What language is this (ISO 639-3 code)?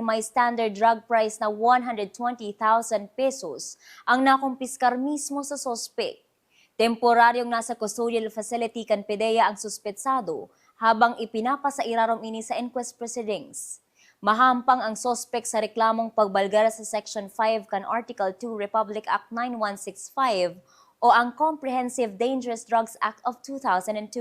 bik